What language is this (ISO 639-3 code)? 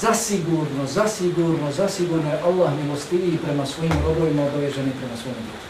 bos